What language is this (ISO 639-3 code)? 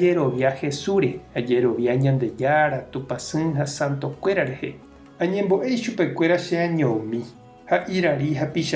grn